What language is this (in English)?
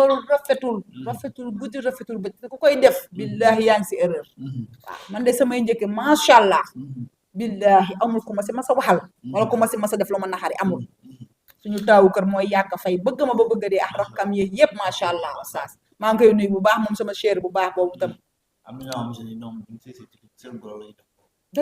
Wolof